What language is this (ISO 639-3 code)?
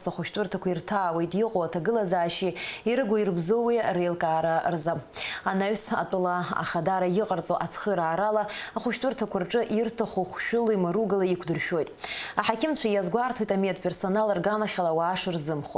abk